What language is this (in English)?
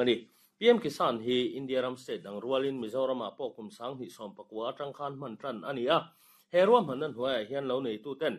Mizo